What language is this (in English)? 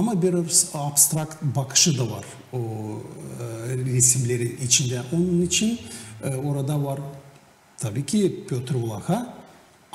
Gagauz